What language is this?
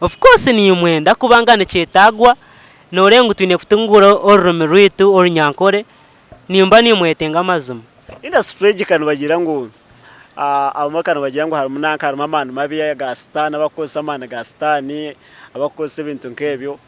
Nyankole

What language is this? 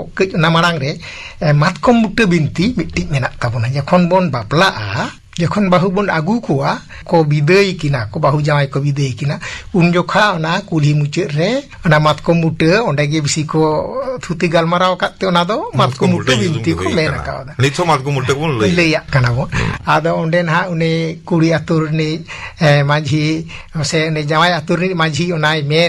Santali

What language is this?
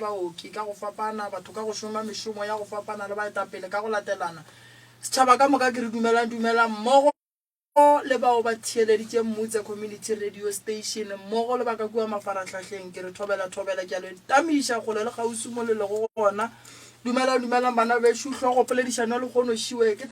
Northern Sotho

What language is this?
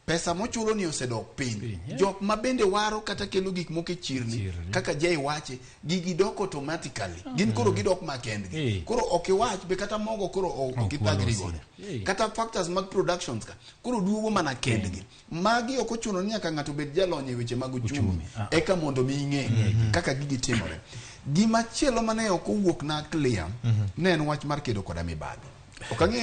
Luo (Kenya and Tanzania)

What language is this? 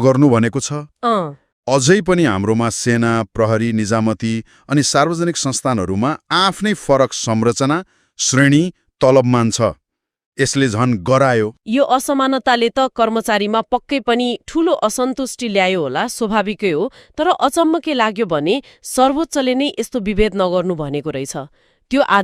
Nepali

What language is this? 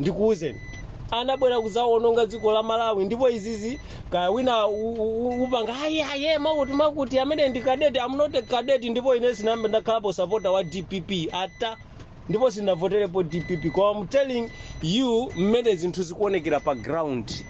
Nyanja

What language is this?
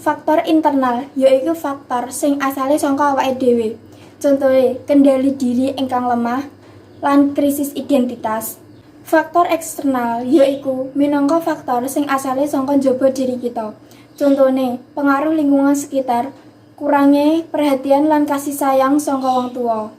Javanese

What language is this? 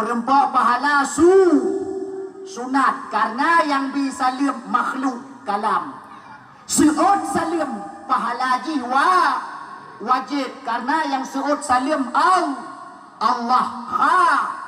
Achinese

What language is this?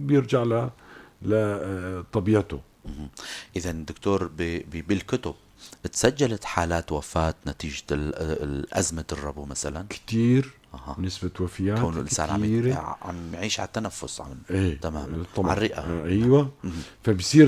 North Levantine Arabic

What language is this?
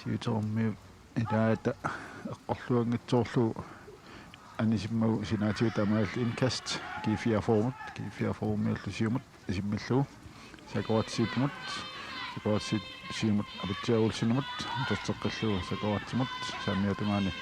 Kalaallisut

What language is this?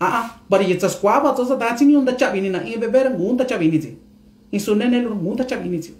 Mixtepec Mixtec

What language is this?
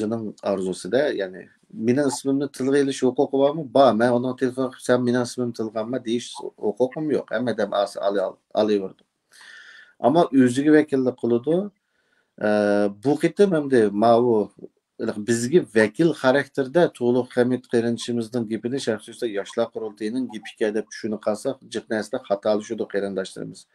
Uyghur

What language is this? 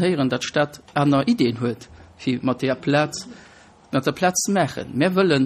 Luxembourgish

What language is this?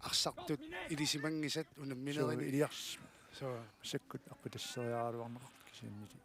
Kalaallisut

